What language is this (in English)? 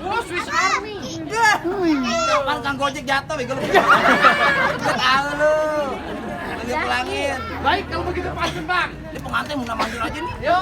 Betawi